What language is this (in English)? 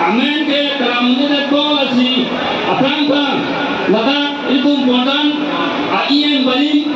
Karbi